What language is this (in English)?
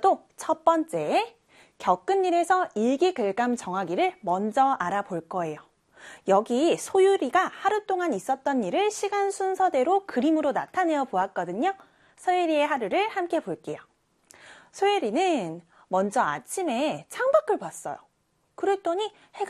Korean